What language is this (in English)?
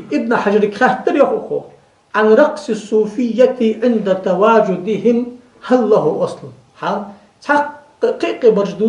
Ingush